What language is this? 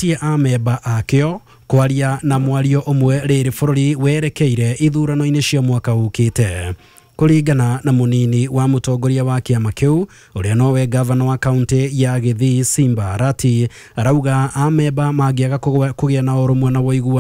Kikuyu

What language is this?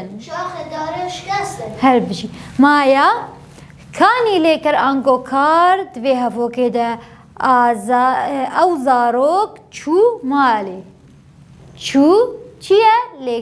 Kurdish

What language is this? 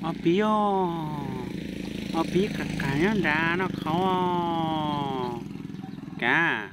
Hmong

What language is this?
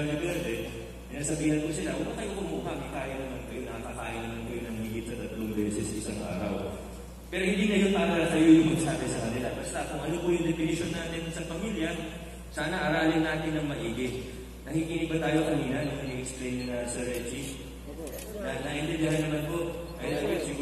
Filipino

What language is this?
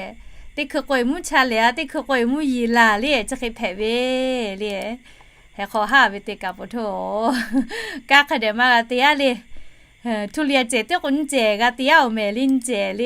Lahu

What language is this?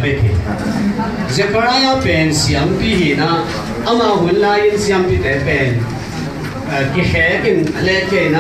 Tedim Chin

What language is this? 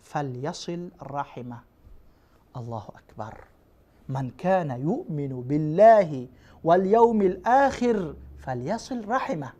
Persian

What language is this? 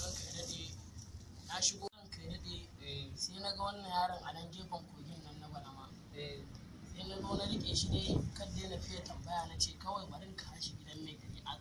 Hausa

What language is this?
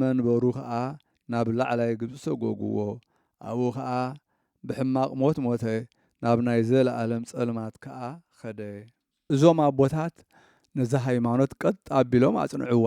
Tigrinya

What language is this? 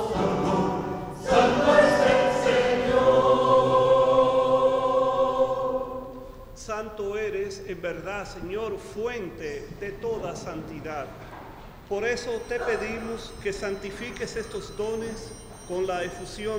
Spanish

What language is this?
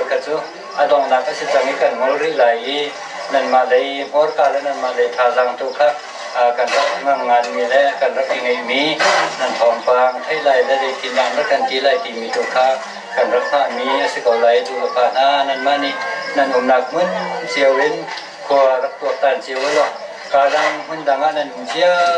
Hakha Chin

